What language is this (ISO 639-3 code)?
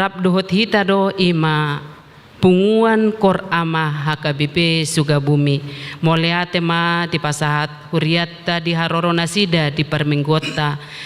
bbc